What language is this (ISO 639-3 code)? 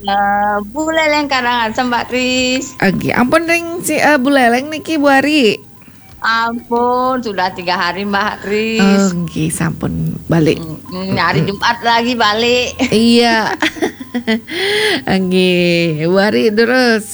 ban